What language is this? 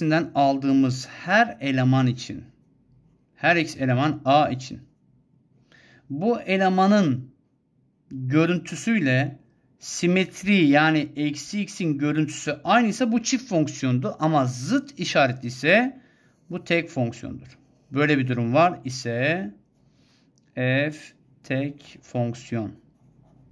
Turkish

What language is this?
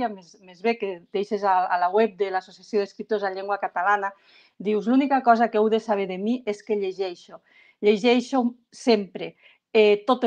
Catalan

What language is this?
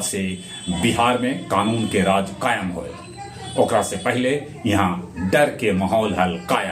Magahi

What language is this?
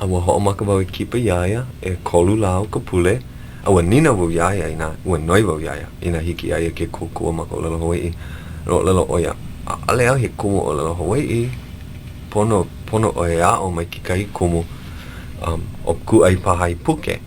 Hawaiian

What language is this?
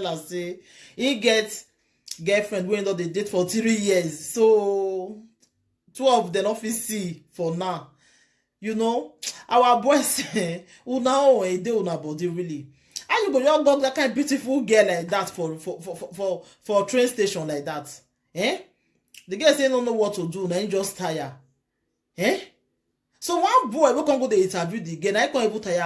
Nigerian Pidgin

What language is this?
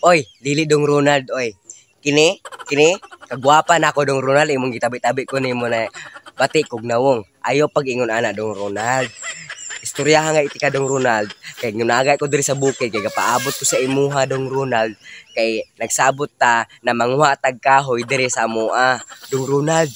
Cebuano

